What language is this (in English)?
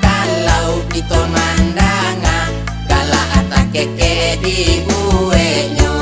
Minangkabau